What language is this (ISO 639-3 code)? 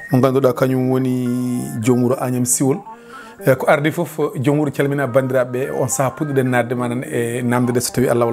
ful